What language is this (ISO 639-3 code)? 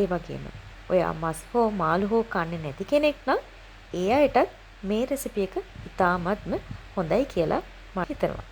sin